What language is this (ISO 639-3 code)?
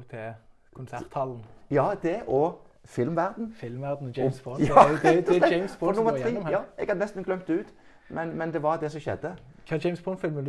nor